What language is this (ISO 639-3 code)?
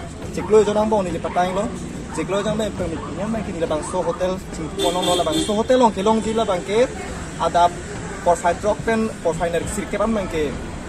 mjw